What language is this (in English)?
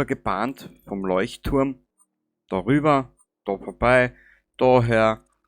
Bavarian